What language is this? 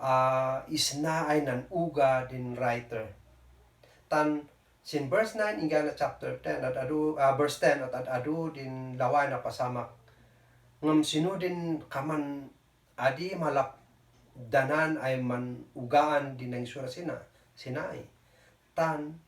Kankanaey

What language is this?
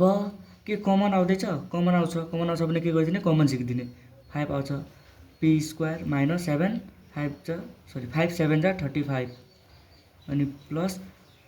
Nepali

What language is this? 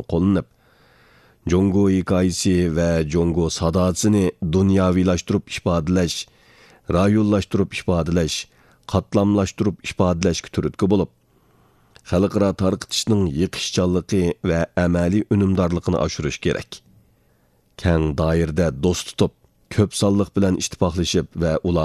Uyghur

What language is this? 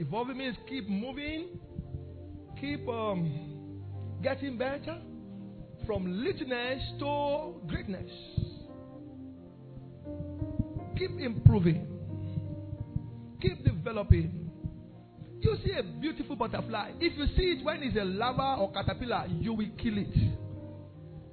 English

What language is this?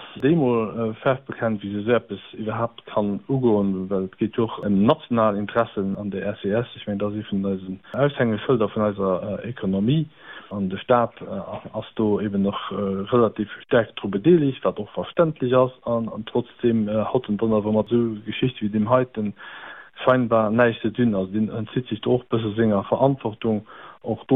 Luxembourgish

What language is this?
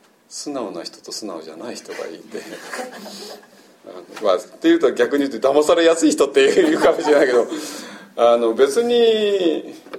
Japanese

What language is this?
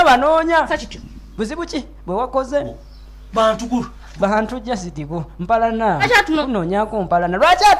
Ganda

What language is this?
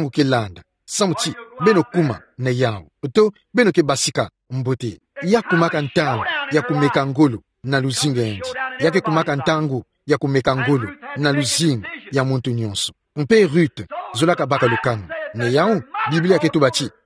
Kituba (Democratic Republic of Congo)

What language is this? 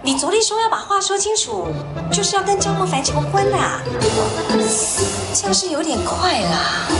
Chinese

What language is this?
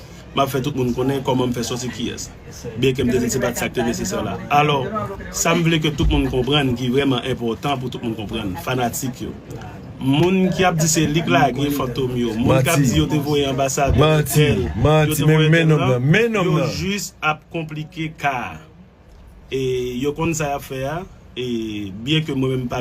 Haitian Creole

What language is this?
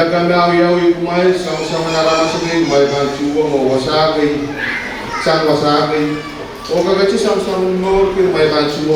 Pohnpeian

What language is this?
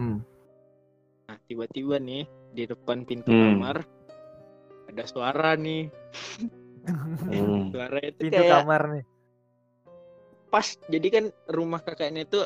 Indonesian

